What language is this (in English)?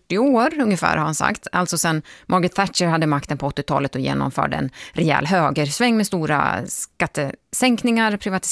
Swedish